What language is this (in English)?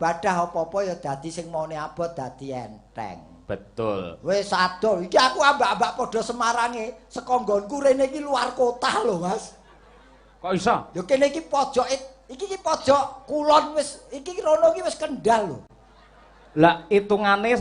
Javanese